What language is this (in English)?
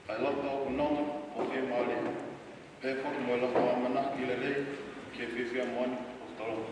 Tongan